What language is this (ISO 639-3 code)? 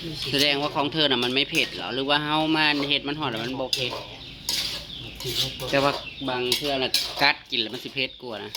tts